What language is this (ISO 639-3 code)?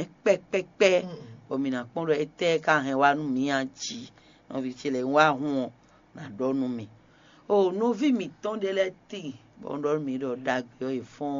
fon